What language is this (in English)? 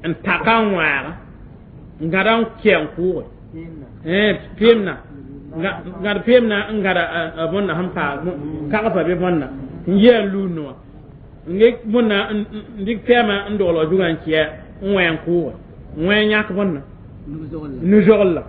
Mossi